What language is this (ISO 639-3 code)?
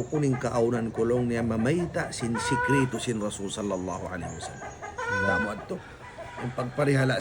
tsg